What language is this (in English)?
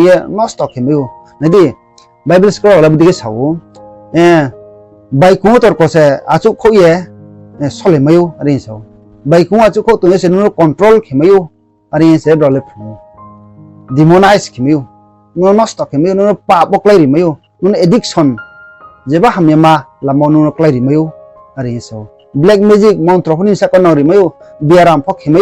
Riang (India)